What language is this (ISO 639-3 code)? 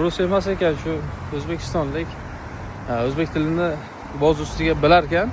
uzb